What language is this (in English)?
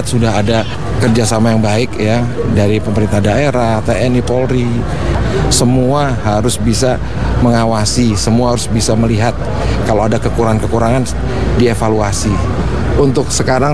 Indonesian